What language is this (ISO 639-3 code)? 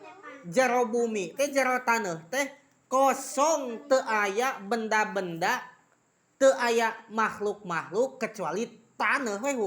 sun